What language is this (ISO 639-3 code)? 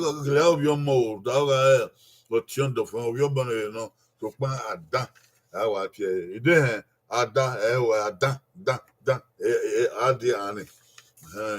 bin